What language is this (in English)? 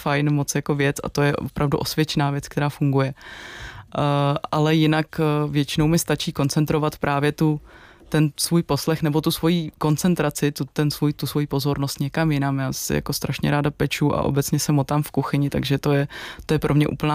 Czech